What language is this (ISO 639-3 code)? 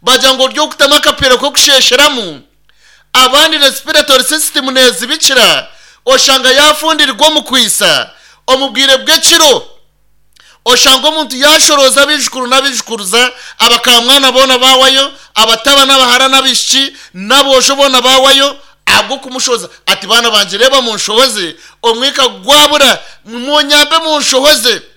nyn